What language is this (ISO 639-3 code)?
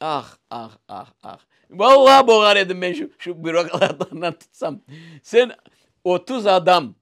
crh